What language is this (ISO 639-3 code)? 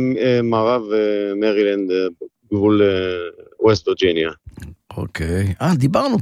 heb